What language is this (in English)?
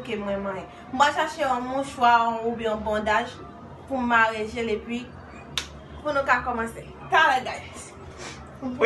Haitian Creole